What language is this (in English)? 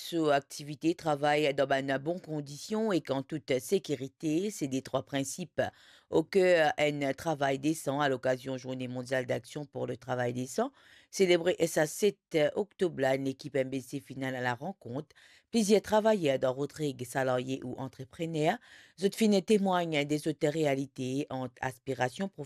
Morisyen